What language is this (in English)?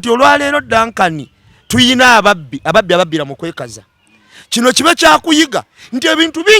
Ganda